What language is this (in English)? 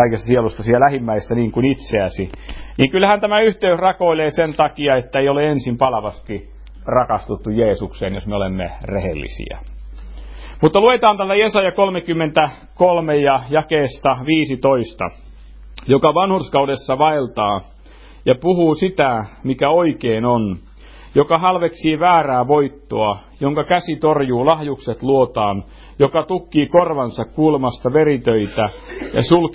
Finnish